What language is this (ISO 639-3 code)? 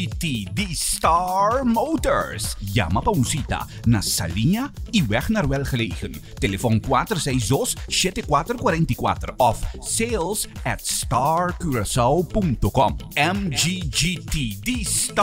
pap